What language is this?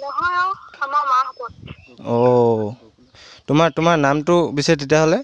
Assamese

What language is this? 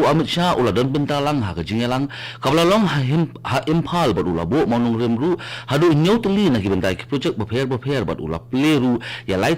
Khasi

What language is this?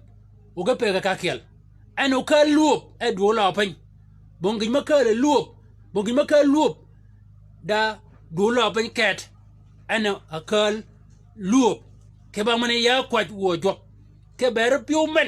Shilluk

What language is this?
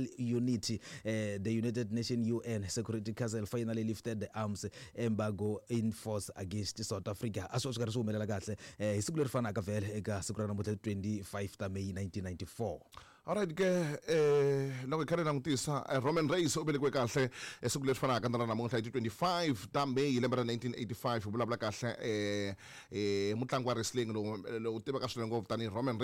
Tsonga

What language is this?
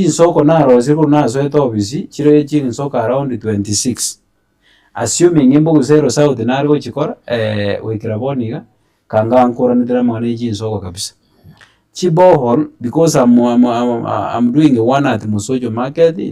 Gusii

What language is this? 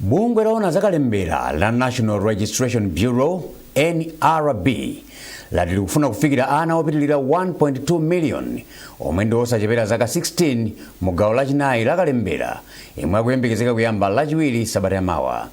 Nyanja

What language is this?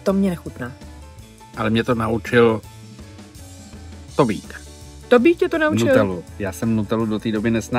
Czech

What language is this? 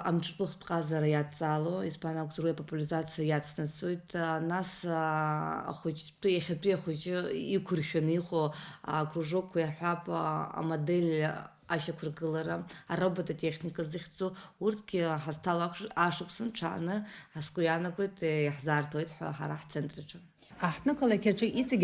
Abkhazian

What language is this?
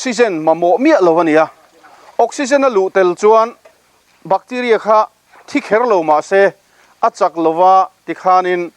Mizo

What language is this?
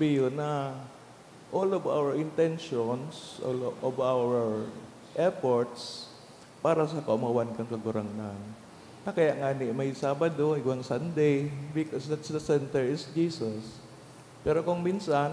Bikol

